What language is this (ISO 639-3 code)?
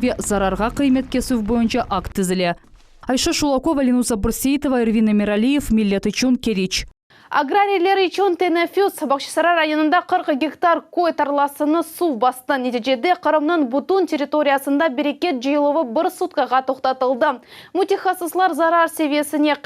crh